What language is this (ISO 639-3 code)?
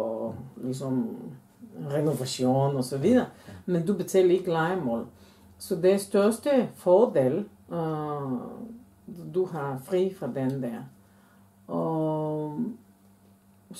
dan